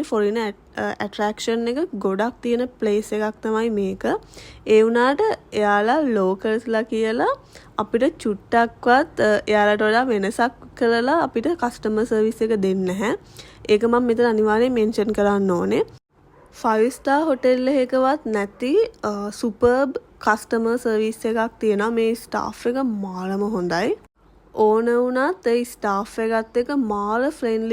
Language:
Sinhala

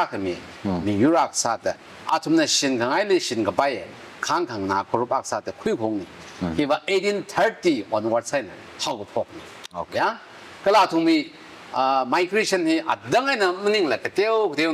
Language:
Tangkhul Naga (India)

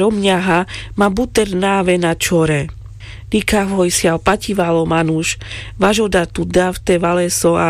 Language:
Carpathian Romani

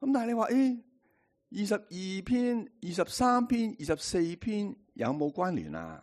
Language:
Cantonese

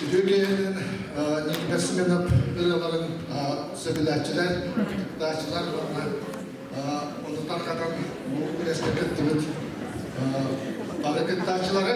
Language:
Yakut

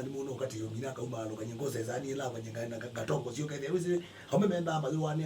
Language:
Kamba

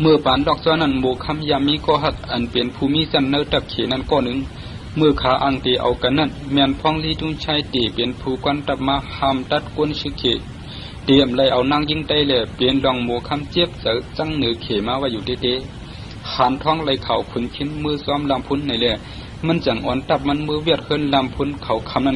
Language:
Shan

